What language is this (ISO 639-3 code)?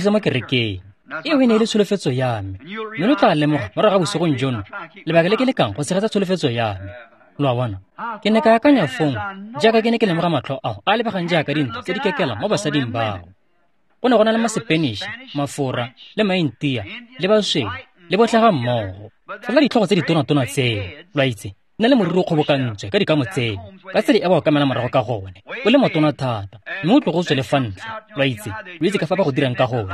tsn